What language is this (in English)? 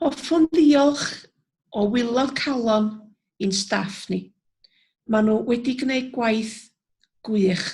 Welsh